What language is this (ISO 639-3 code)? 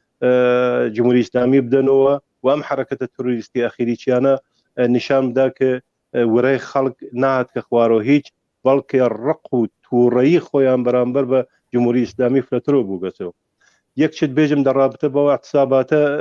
ckb